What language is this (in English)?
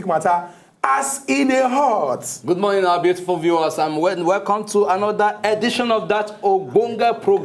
Nigerian Pidgin